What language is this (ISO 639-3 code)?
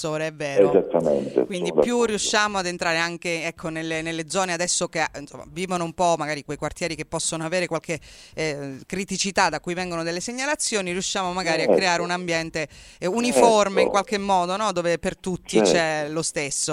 ita